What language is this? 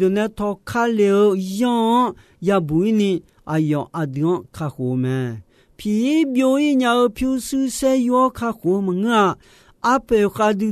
Akha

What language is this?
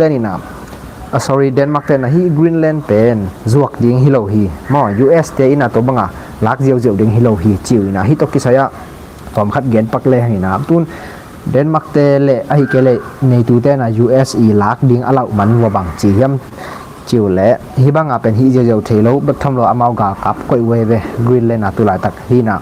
Tedim Chin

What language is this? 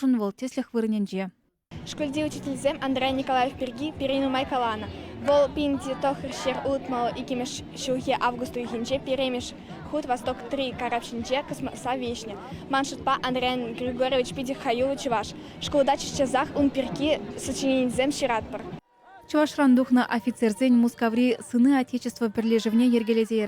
Chuvash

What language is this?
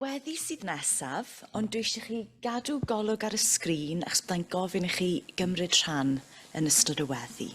Welsh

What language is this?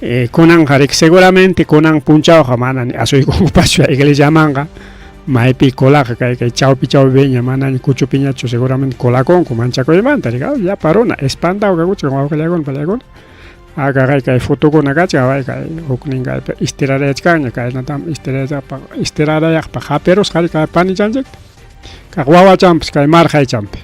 Ayacucho Quechua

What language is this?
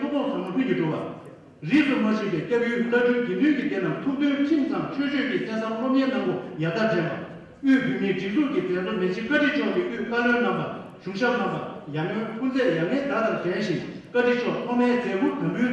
Tibetan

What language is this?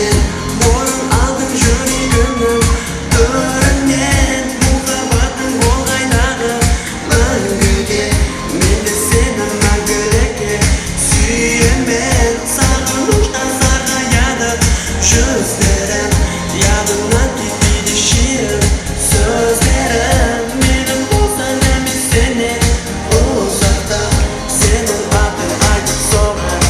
Kara-Kalpak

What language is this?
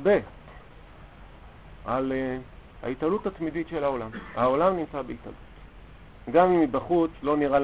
Hebrew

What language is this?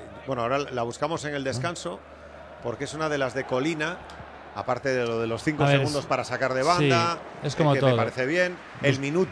Spanish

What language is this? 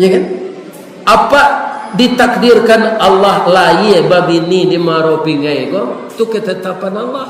Minangkabau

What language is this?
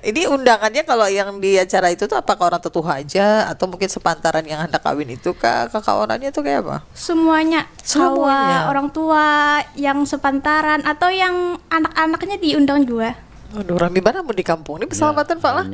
Banjar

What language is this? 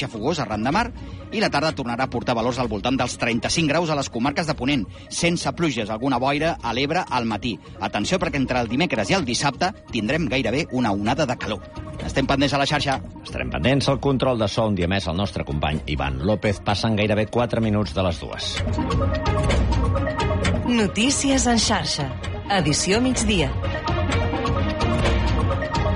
Catalan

